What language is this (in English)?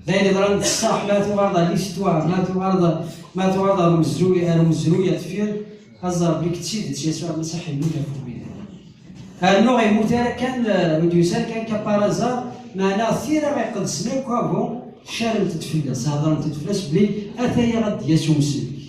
Kabyle